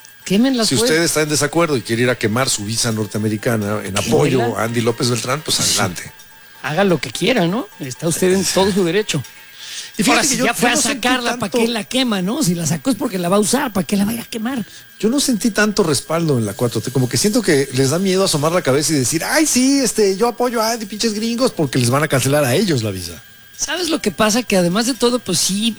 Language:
Spanish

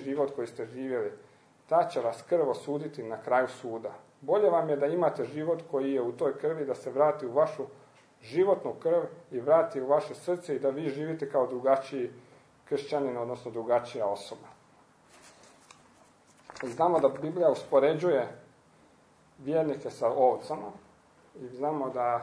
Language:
Croatian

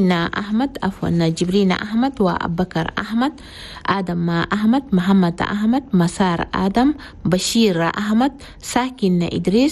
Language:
Chadian Arabic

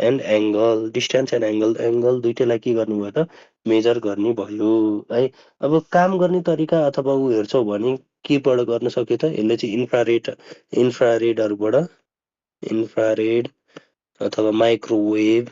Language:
Nepali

